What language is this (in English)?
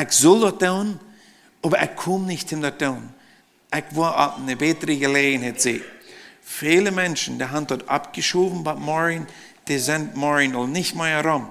Plautdietsch